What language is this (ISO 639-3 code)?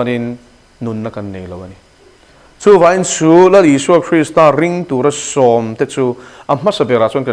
lus